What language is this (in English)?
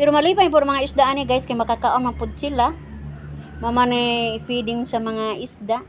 Cebuano